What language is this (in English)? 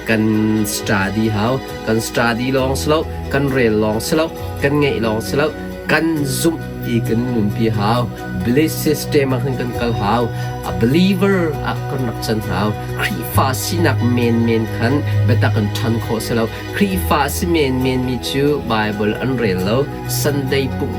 Hakha Chin